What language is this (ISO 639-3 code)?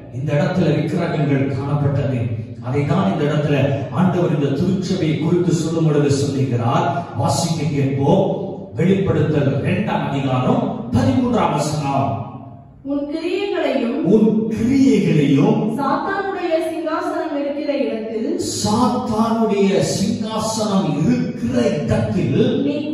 tam